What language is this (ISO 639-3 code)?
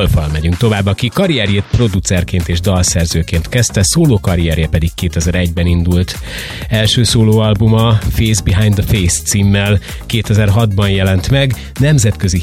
hun